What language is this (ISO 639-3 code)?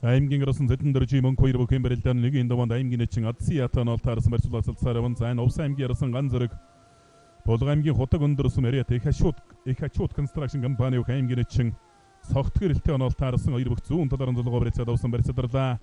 mon